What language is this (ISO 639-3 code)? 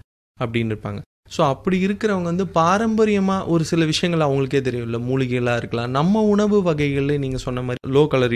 tam